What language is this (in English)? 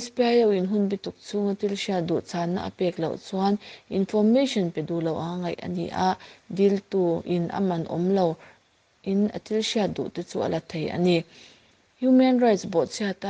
Mizo